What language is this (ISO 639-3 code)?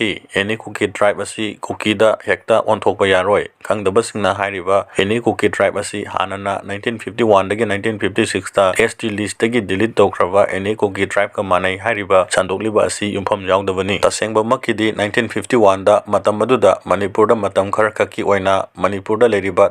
mni